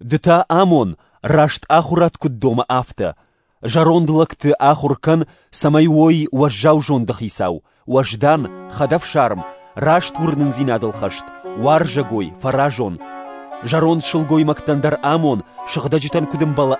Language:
Ossetic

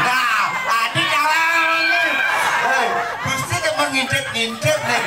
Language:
Balinese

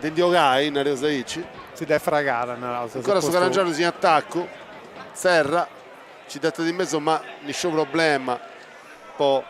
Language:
Sardinian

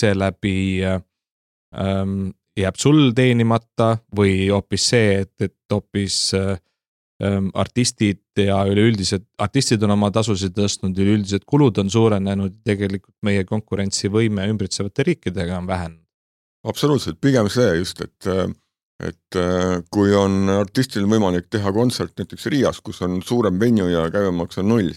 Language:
Estonian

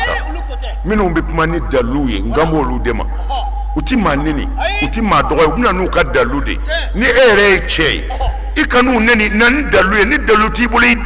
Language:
Bambara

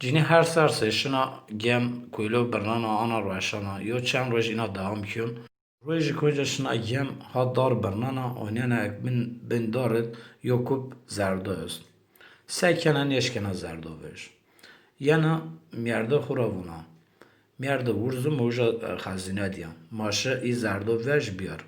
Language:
Zaza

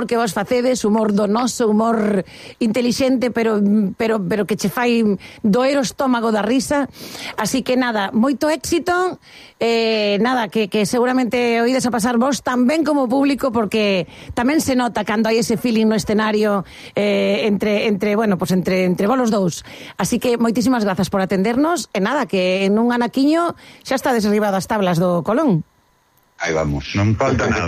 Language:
Galician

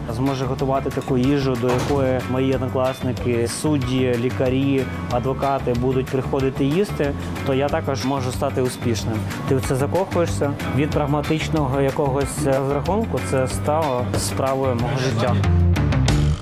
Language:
Ukrainian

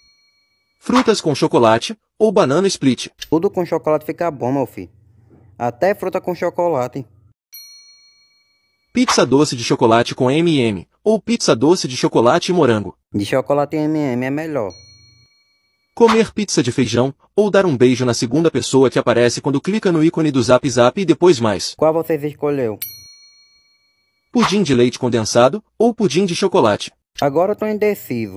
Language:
Portuguese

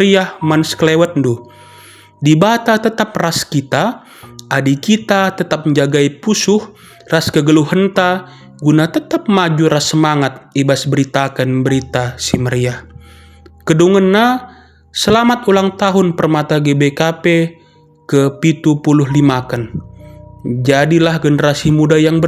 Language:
Batak Karo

